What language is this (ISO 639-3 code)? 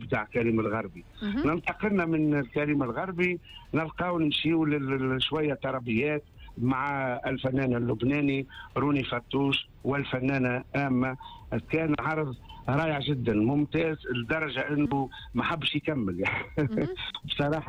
aeb